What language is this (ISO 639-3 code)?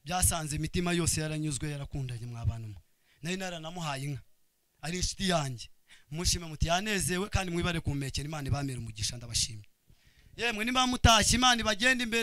kin